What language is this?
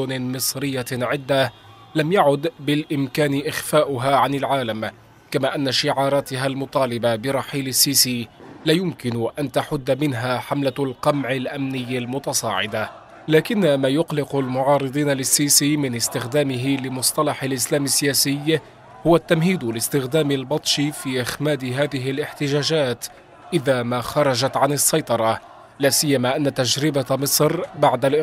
Arabic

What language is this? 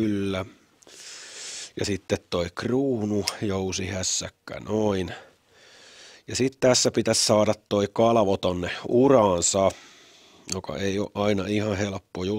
Finnish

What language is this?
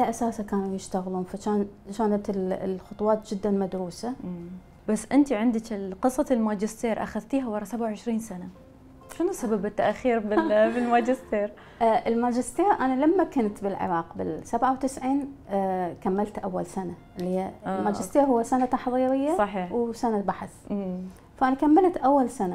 Mesopotamian Arabic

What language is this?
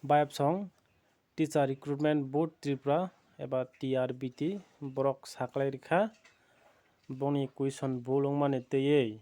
Kok Borok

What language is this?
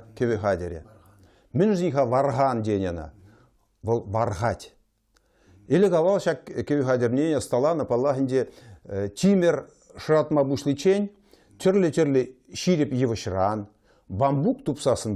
Chuvash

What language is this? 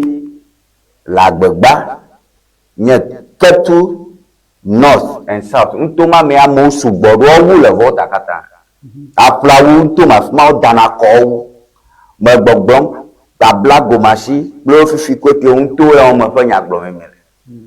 Ewe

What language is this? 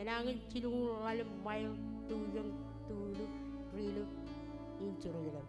Marshallese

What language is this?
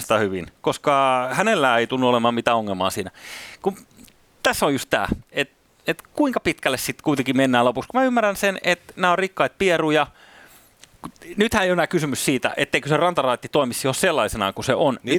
Finnish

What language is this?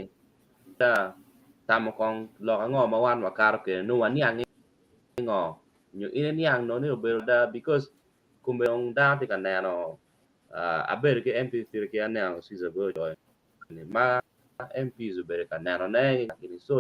Acoli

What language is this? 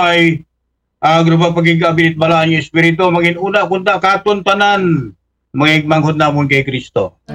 Aklanon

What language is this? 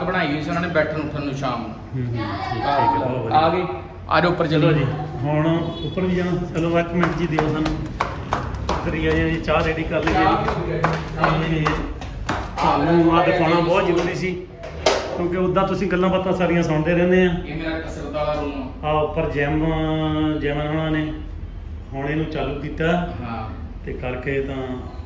Punjabi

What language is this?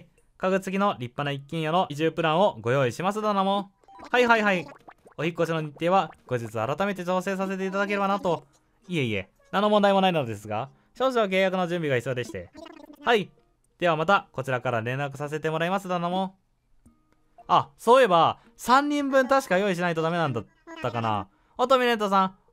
Japanese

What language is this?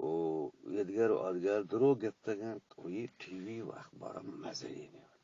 Eastern Balochi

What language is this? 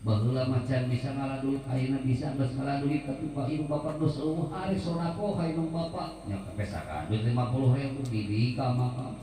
Sundanese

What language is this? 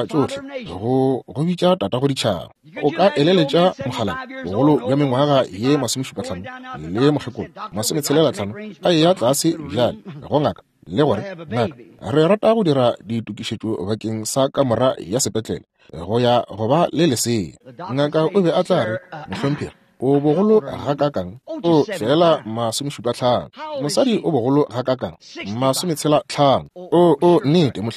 Northern Sotho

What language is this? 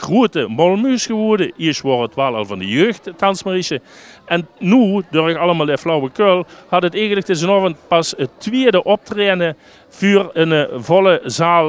Limburgish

